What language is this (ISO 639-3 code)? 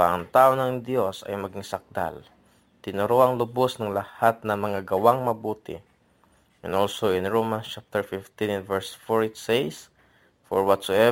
fil